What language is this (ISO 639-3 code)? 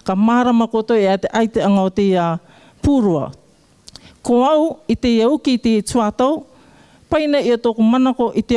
rar